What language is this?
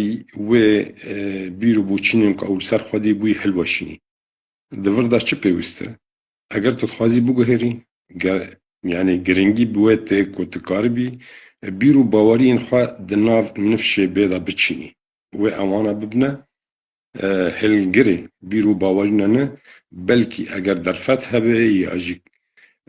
Kurdish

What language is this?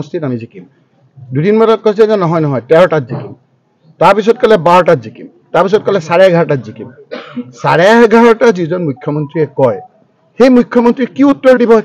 Assamese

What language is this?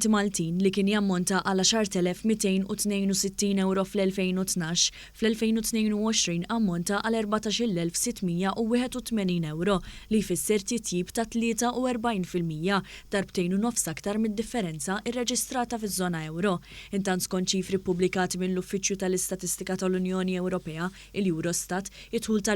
Maltese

